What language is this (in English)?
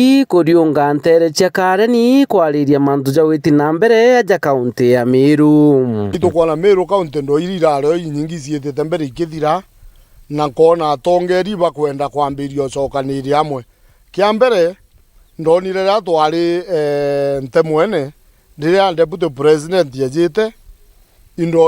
Meru